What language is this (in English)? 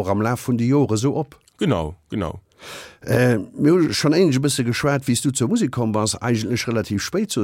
Luxembourgish